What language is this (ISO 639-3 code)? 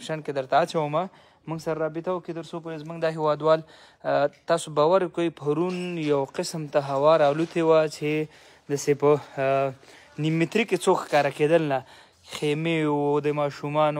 pus